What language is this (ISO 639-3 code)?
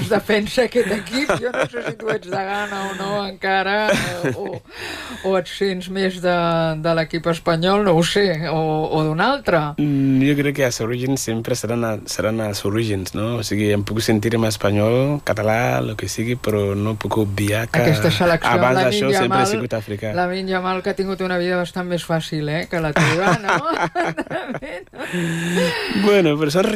cat